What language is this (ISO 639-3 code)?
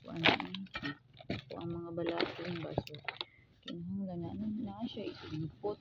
ceb